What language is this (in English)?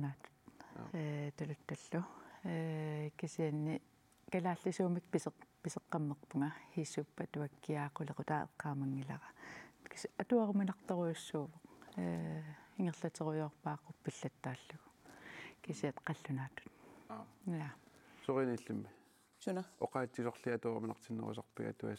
Kalaallisut